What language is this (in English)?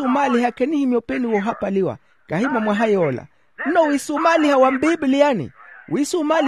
Makhuwa